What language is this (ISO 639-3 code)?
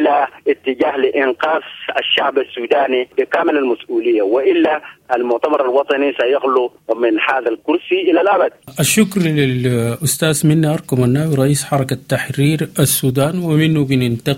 apd